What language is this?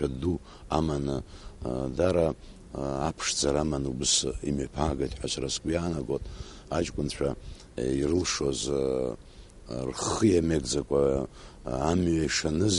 Abkhazian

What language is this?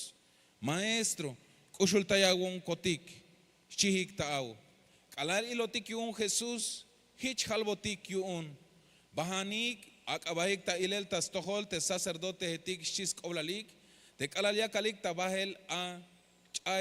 Tzeltal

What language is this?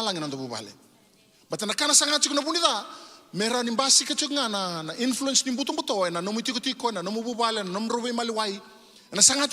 Fijian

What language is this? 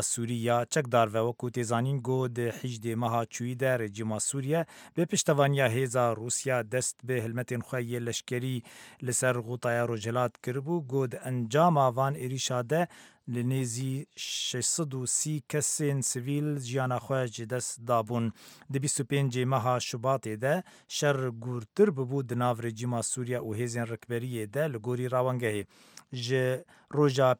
Kurdish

